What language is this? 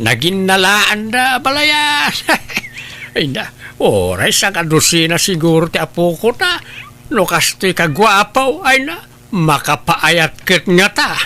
Iloko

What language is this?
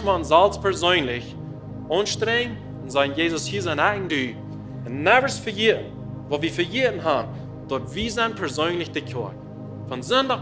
Plautdietsch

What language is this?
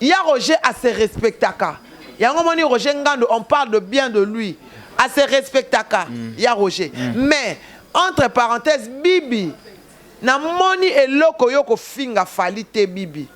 Lingala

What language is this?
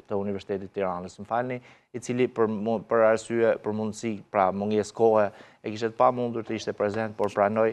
Albanian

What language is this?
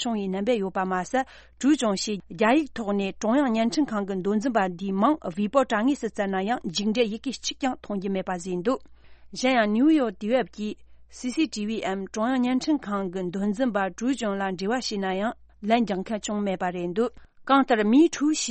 Tibetan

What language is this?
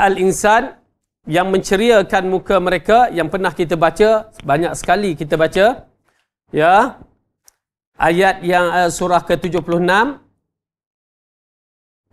Malay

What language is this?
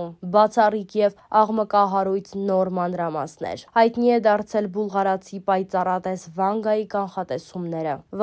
Armenian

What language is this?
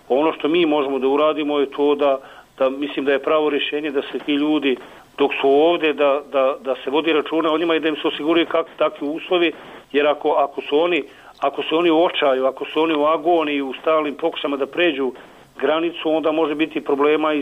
Bosnian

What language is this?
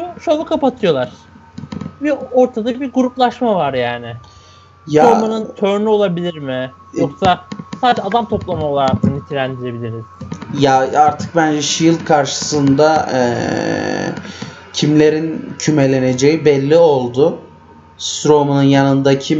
Turkish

